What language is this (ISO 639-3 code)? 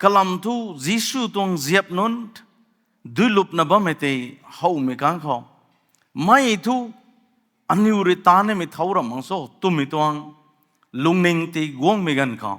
nbu